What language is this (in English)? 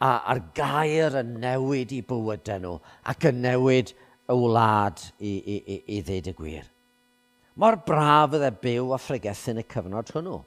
Welsh